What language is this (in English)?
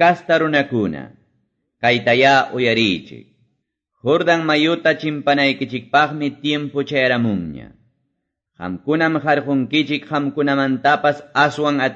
Quechua